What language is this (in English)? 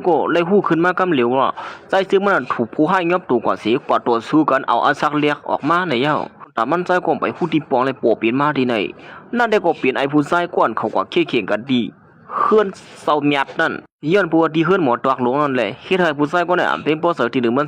Shan